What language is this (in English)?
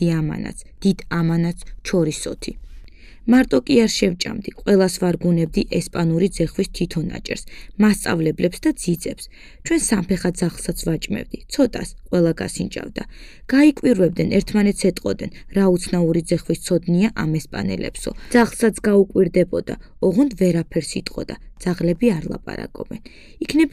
Georgian